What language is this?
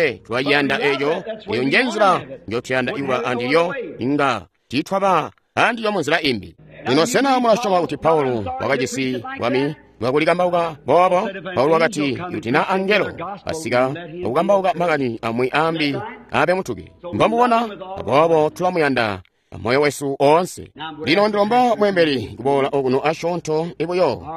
Tonga (Zambia)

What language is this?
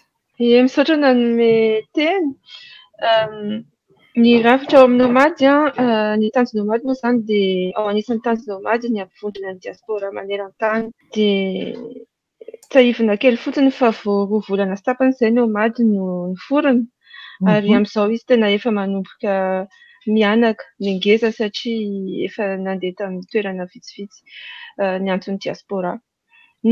Malagasy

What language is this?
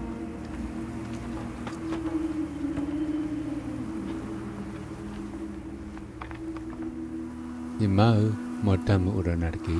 S'gaw Karen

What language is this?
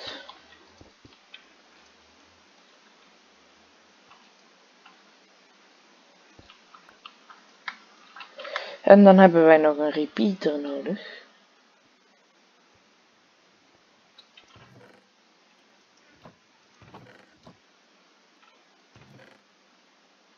Dutch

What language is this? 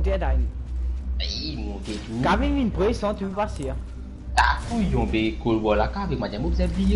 Morisyen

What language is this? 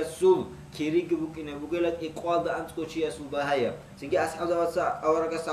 Avaric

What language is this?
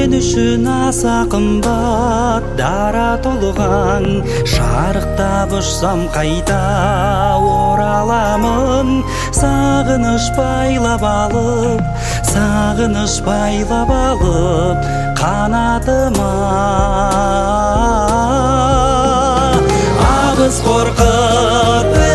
Kazakh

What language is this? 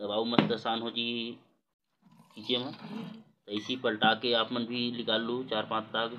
Chhattisgarhi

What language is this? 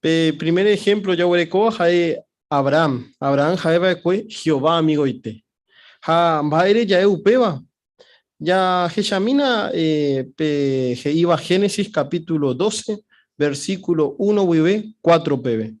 Guarani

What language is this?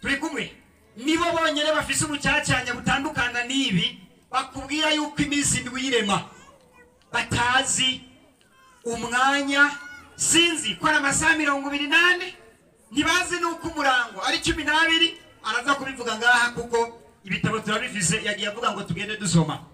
Rundi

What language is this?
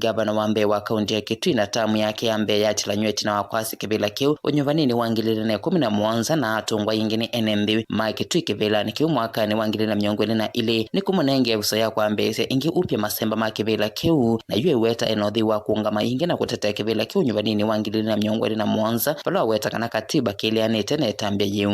Kamba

